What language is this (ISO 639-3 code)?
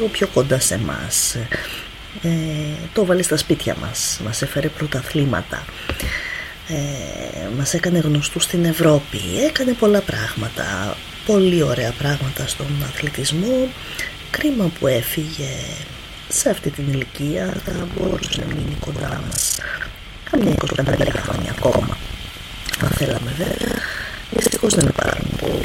ell